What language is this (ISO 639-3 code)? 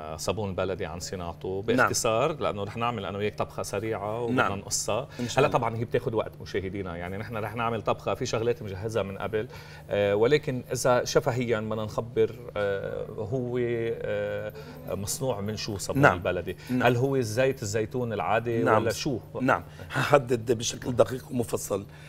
apc